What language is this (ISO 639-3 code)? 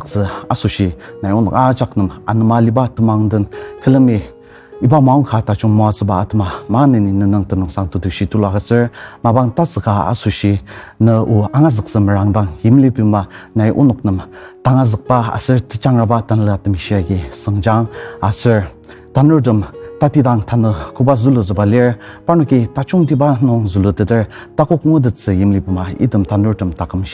njo